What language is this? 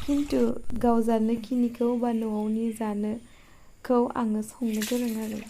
Bodo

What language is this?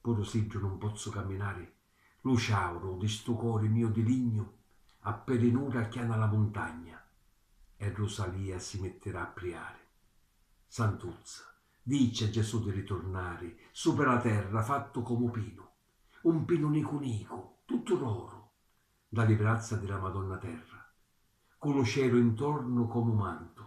Sicilian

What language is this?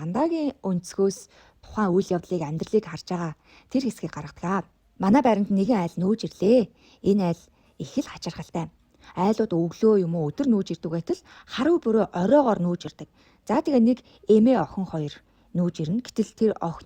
Mongolian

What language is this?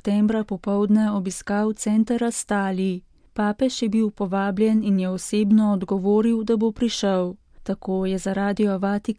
Slovenian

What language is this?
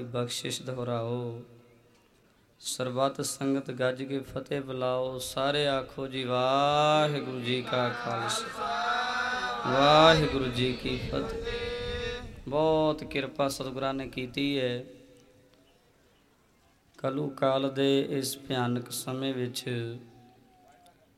Punjabi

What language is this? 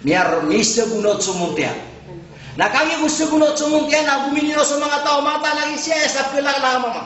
Maranao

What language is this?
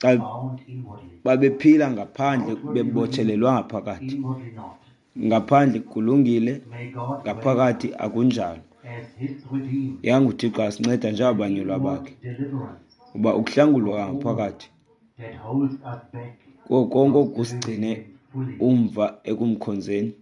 Xhosa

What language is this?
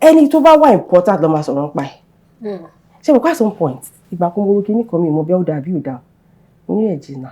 Yoruba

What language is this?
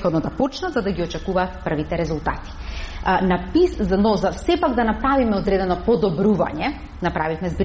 Macedonian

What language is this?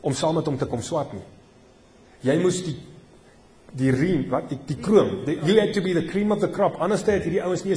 Afrikaans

